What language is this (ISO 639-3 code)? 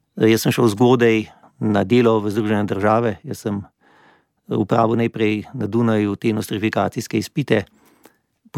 slv